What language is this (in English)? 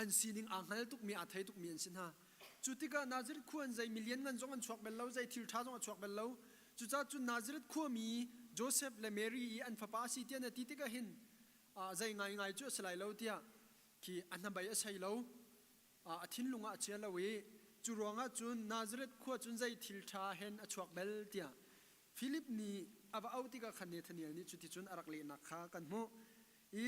Hakha Chin